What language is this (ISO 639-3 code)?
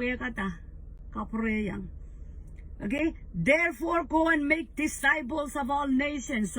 pon